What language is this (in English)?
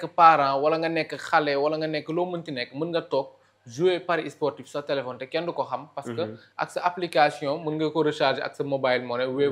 Wolof